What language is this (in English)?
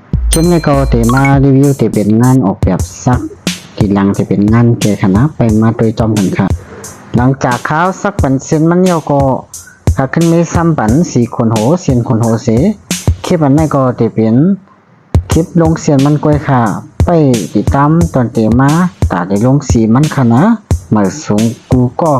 Shan